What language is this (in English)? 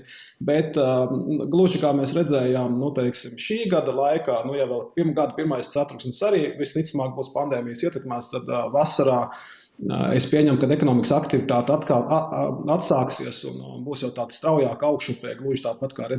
Latvian